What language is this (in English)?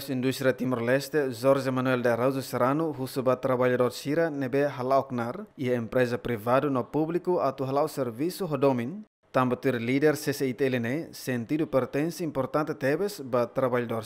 Tetum